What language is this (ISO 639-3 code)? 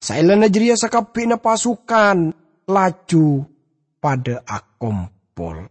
mad